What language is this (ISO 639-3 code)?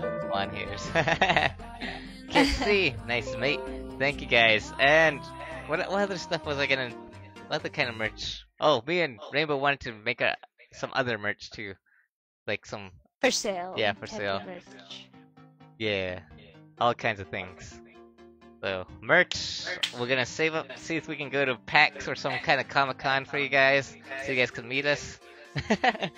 eng